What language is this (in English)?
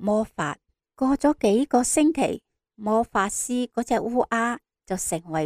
Cantonese